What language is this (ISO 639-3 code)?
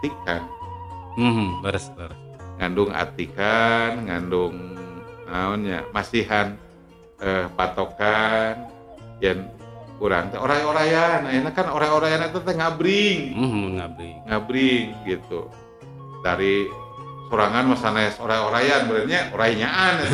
sun